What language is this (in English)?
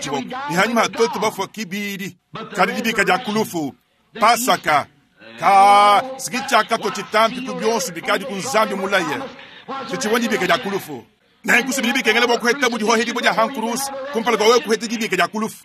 Luba-Lulua